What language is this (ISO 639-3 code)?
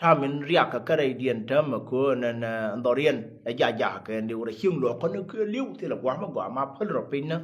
nus